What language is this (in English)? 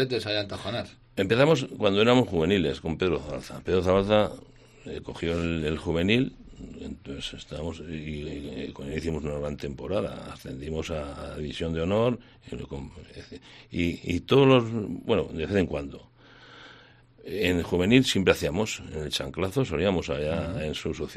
Spanish